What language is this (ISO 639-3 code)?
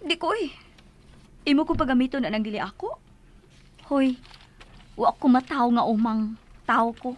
ceb